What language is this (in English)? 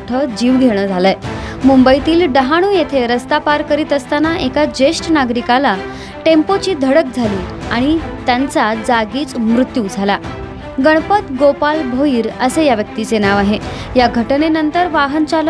Marathi